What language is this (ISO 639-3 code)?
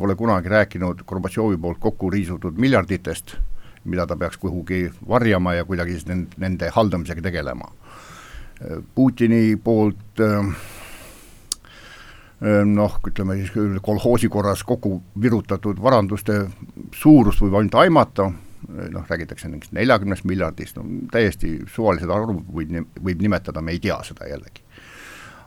est